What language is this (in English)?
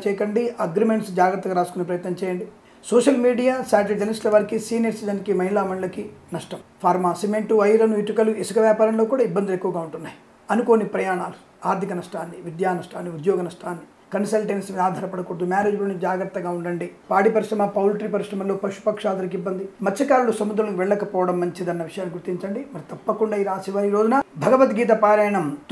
Telugu